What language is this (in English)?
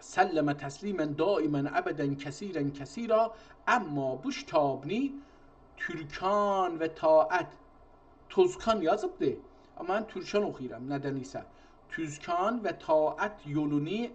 South Azerbaijani